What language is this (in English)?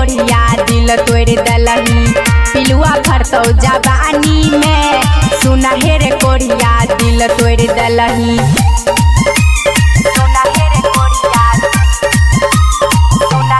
Bhojpuri